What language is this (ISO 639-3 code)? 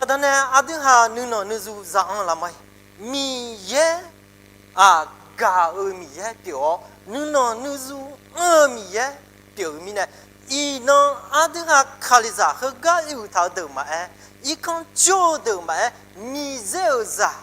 ahk